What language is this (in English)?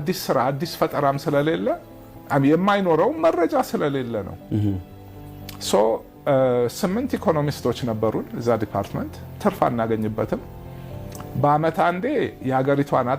Amharic